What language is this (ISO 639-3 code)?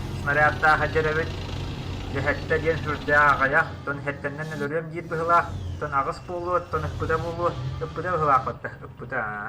sah